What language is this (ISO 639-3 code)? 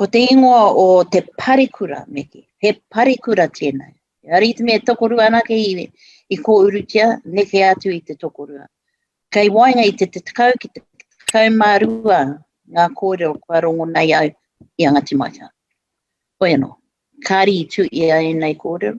mri